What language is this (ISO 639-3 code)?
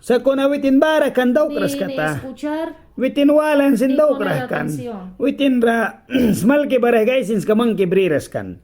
miq